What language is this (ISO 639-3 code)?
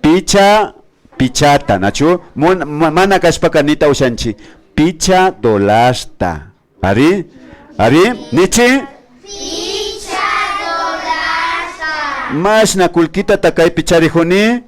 qvi